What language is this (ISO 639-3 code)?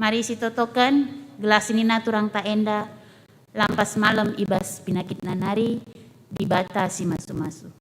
btx